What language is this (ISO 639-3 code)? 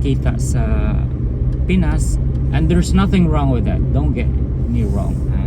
ceb